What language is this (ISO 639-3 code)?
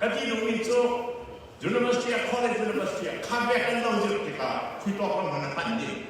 cfm